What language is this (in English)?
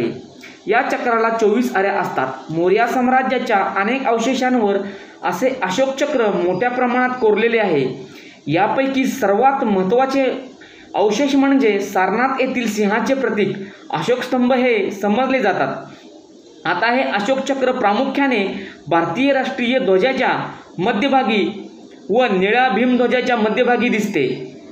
Marathi